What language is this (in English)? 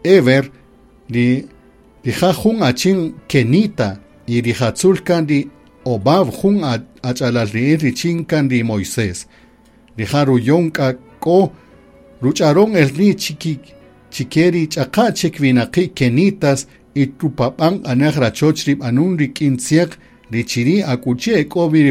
Kaqchikel